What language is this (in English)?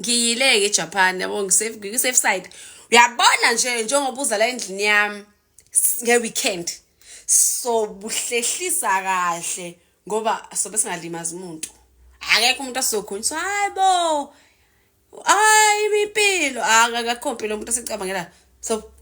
Zulu